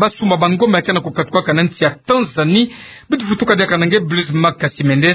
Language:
Kituba (Democratic Republic of Congo)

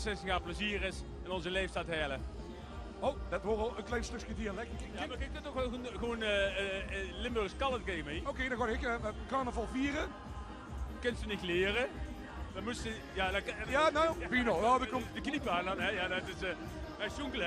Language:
Limburgish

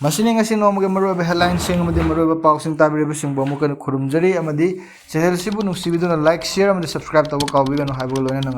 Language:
Manipuri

